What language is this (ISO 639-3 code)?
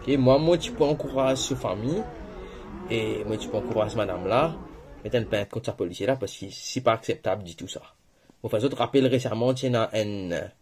mfe